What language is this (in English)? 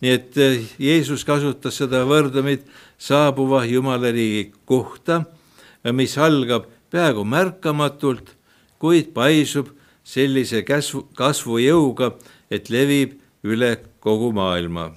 Estonian